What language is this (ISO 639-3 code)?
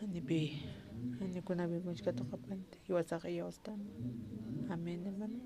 aym